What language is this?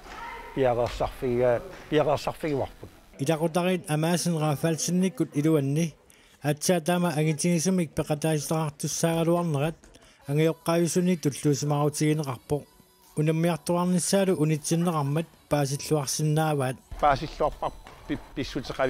Kalaallisut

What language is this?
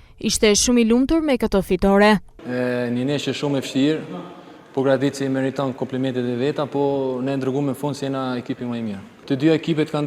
Albanian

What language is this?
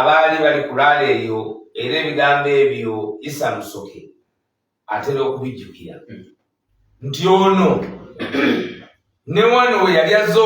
Ganda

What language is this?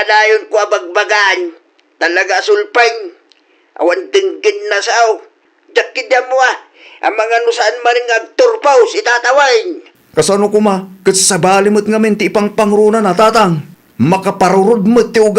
Iloko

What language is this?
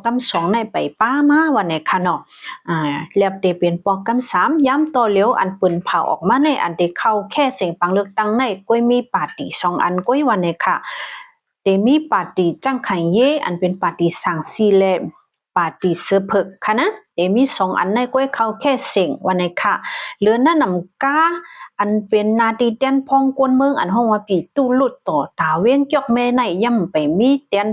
Shan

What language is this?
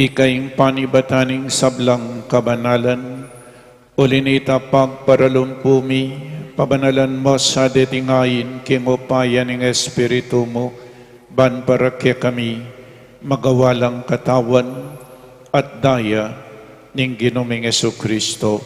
Pampanga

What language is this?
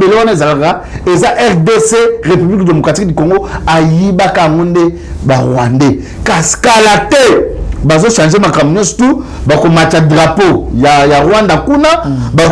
Lingala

